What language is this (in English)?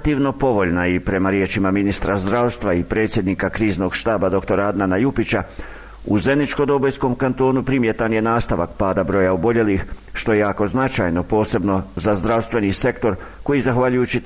Bosnian